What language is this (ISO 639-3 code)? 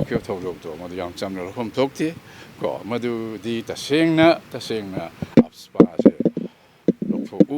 mni